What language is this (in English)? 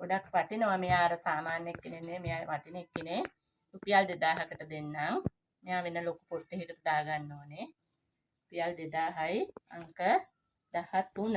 Sinhala